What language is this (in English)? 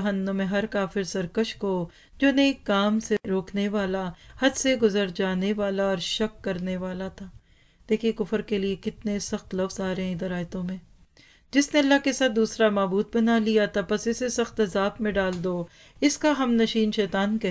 Urdu